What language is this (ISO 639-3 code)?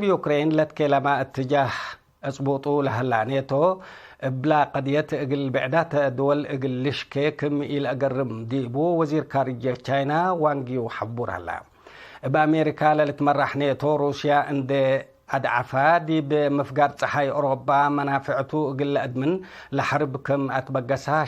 tig